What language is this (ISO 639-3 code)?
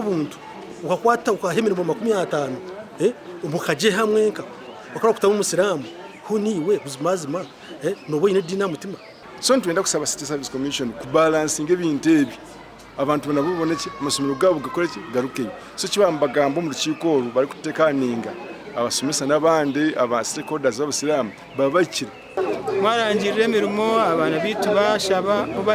nyn